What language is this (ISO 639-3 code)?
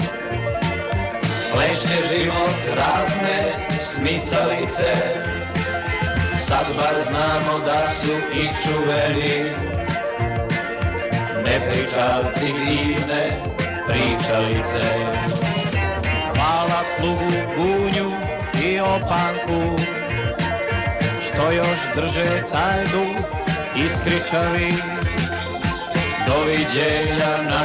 srp